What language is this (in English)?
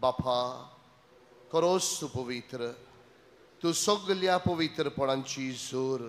Konkani